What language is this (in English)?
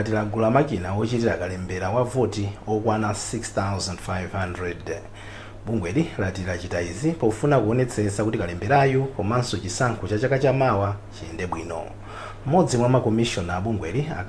Nyanja